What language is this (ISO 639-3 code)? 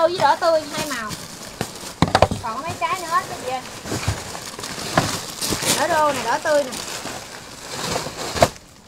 vie